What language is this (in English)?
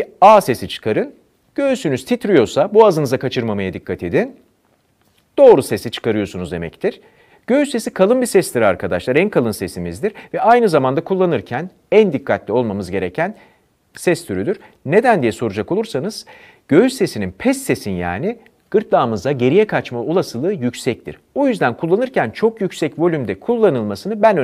Turkish